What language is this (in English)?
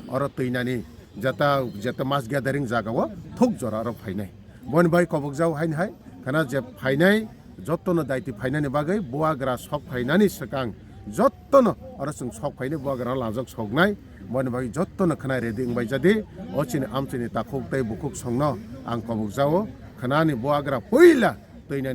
Kok Borok